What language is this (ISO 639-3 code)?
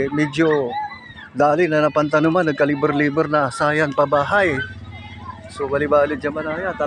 pag